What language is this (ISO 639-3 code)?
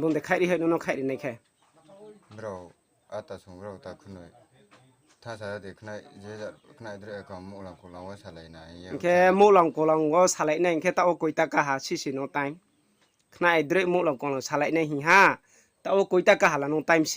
ria